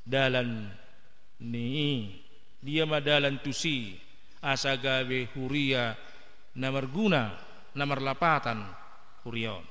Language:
Batak Toba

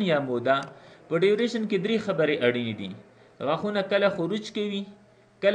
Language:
Pashto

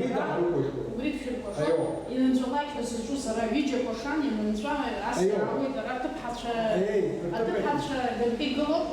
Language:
Abkhazian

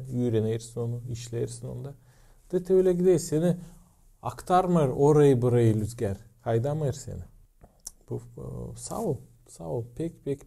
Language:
Gagauz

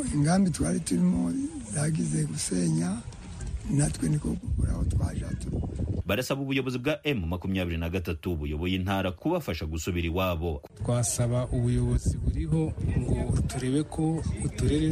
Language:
Kinyarwanda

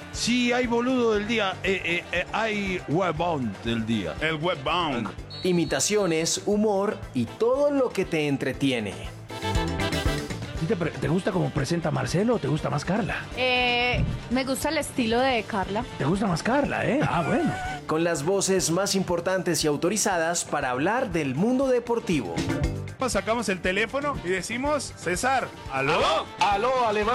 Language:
Spanish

